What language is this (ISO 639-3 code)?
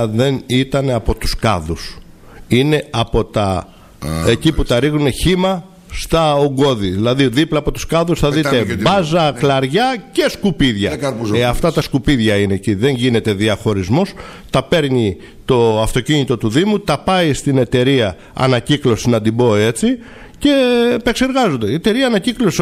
ell